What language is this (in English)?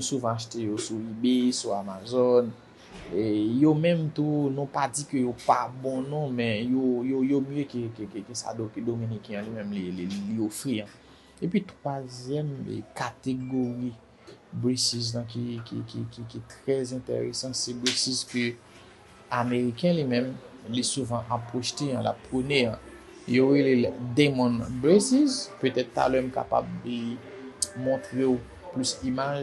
Haitian Creole